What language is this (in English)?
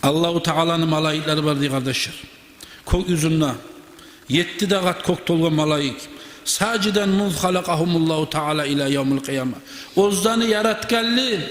Kumyk